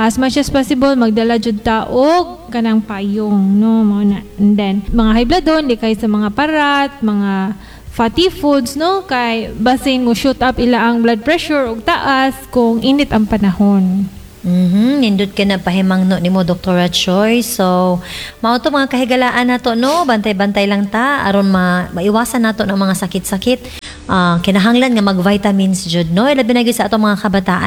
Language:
Cebuano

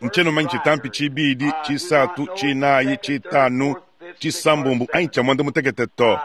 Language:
Luba-Lulua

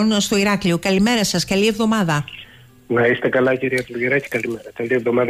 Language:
Greek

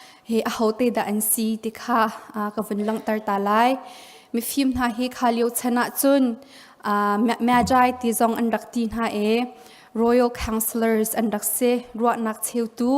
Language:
Hakha Chin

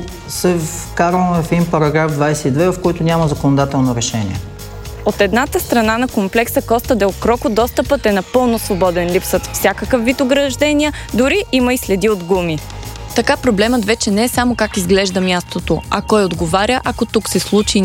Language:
Bulgarian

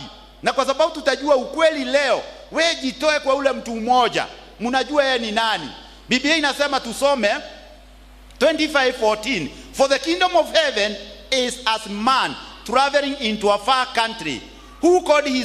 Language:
Swahili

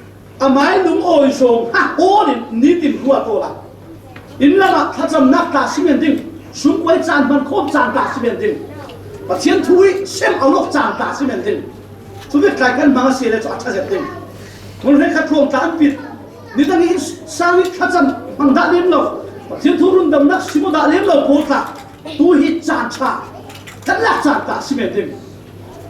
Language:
Falam Chin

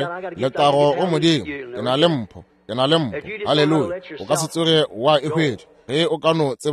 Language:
Northern Sotho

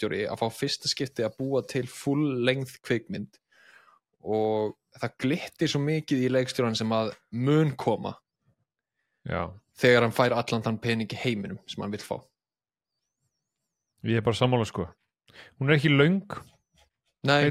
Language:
Icelandic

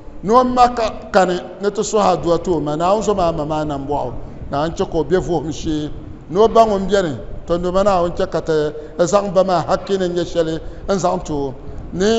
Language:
Dagbani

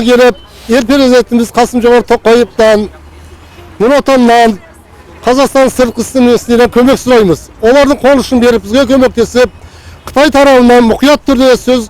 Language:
Kazakh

